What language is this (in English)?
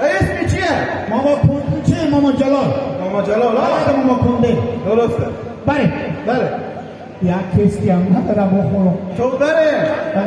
Hazaragi